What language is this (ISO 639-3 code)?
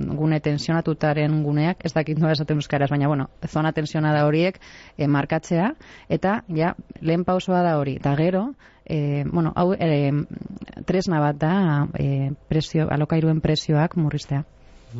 eus